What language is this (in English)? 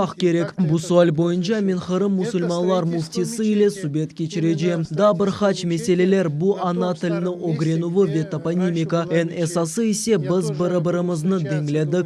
Crimean Tatar